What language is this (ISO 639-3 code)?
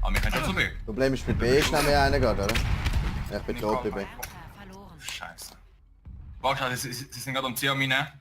gsw